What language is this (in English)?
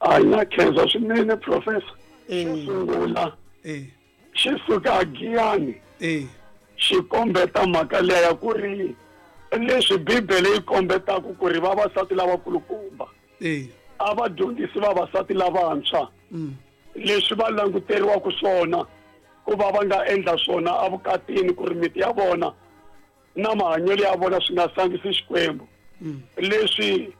Tsonga